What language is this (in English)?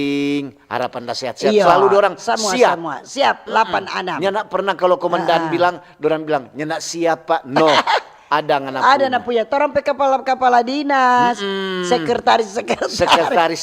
Manado Malay